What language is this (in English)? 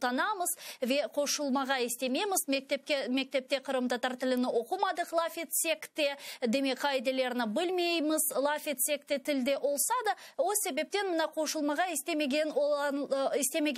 Crimean Tatar